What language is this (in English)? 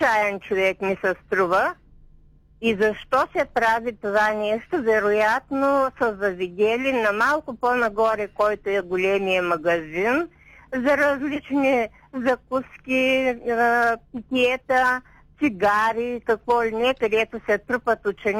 Bulgarian